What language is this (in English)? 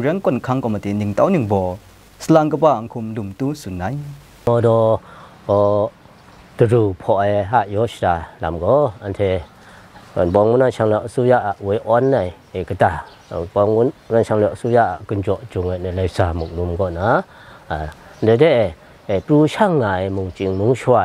Kachin